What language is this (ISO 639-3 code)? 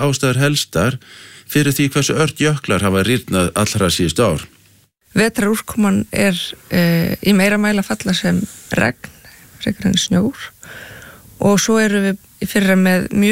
isl